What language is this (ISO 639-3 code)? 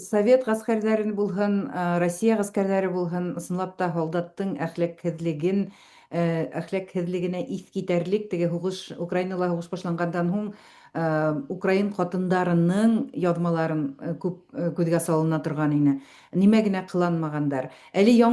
bak